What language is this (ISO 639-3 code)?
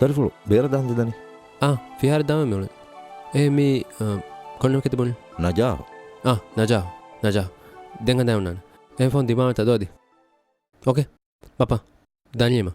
div